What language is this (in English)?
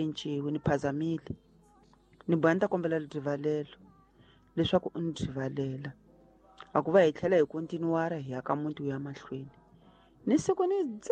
Tsonga